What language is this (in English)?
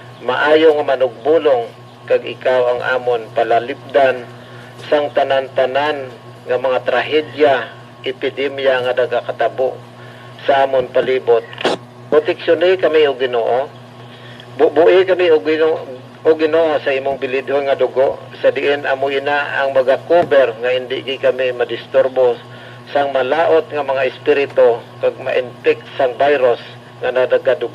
Hiligaynon